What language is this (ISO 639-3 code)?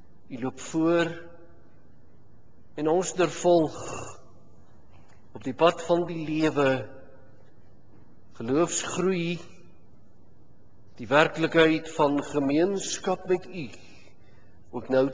afr